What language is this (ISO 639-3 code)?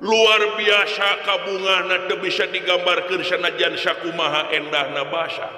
sun